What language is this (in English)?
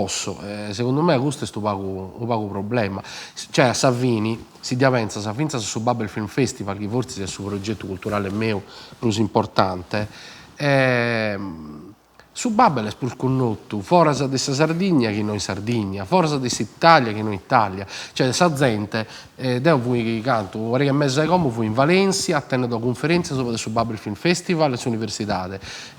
Sardinian